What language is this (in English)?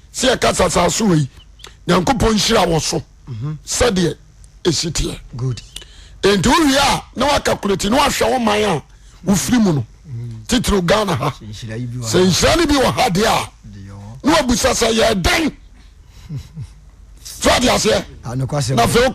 Akan